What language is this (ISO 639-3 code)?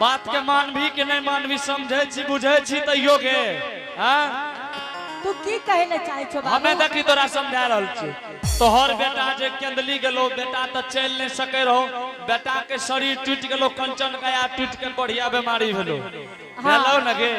anp